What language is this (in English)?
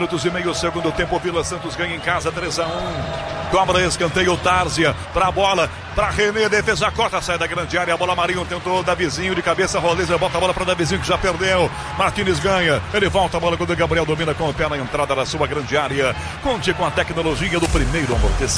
Portuguese